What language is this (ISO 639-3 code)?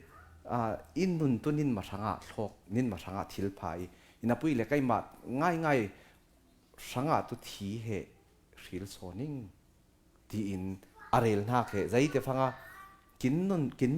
cfm